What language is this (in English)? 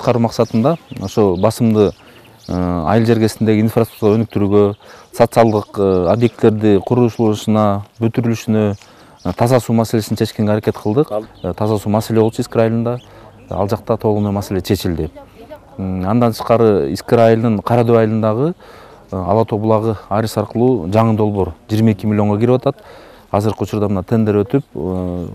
Kyrgyz